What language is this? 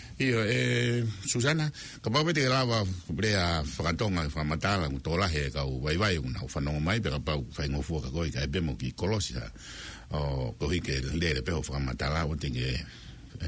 Tongan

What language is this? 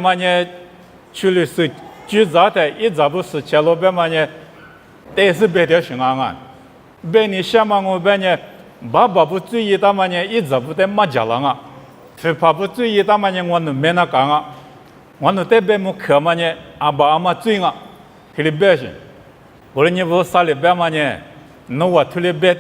Lisu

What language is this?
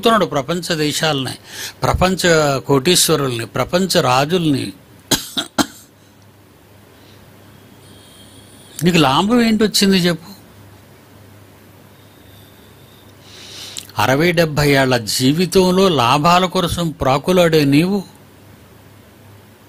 Telugu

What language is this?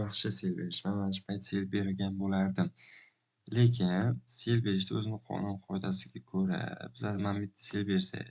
Uzbek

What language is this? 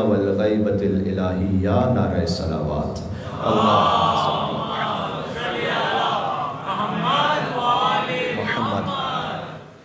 Urdu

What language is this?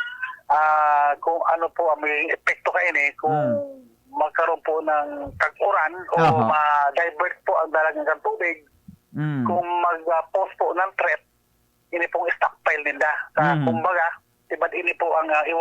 Bikol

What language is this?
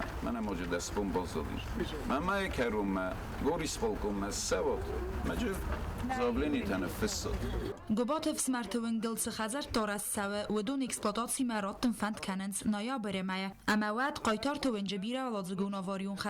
Ossetic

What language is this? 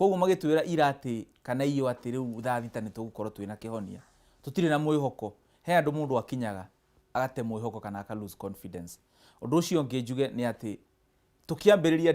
Kikuyu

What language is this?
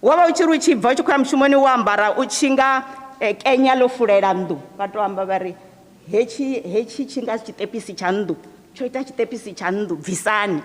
Venda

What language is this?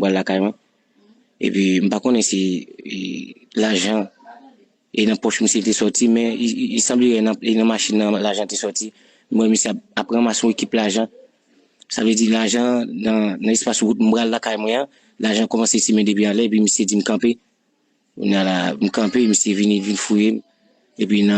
Haitian Creole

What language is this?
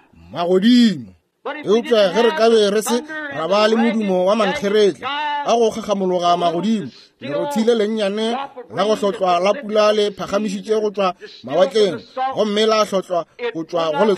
Northern Sotho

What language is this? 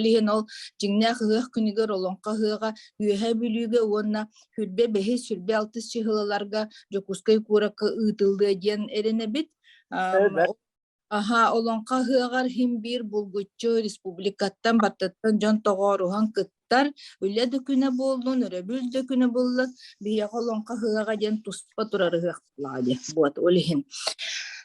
Yakut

